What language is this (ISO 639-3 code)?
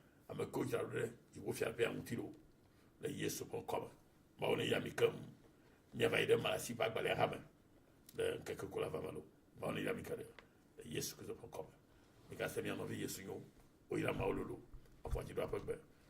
ewe